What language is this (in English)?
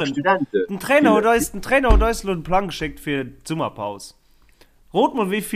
Luxembourgish